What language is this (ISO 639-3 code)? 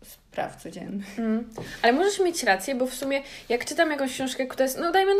pol